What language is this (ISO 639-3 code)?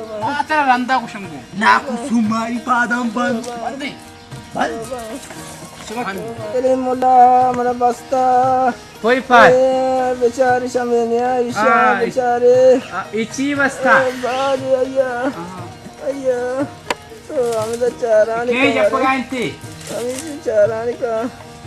bal